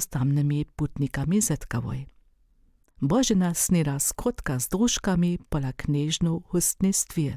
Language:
Upper Sorbian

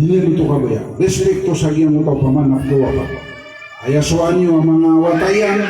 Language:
Maranao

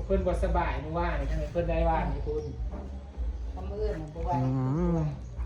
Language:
Northeastern Thai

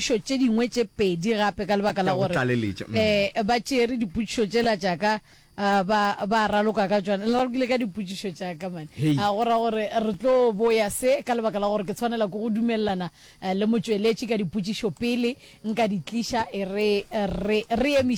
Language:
Northern Sotho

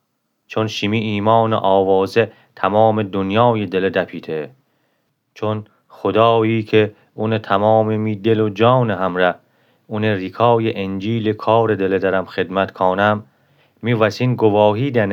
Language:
Gilaki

